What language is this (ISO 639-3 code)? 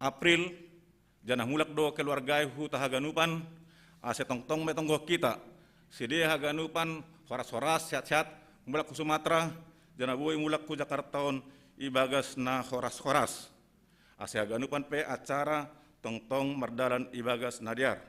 bts